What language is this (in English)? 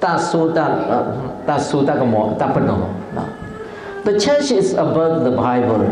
S'gaw Karen